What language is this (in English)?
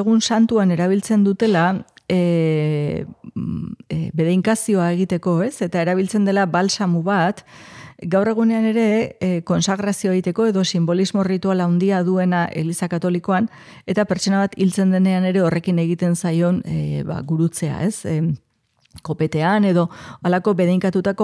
Basque